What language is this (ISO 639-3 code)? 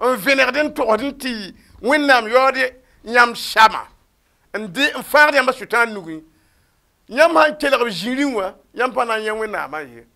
mos